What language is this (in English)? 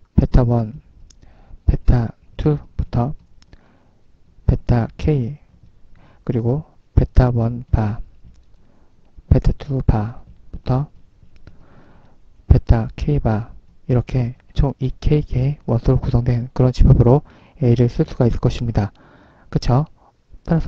Korean